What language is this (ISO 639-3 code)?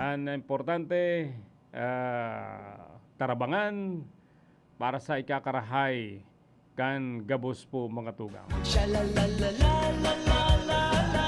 bik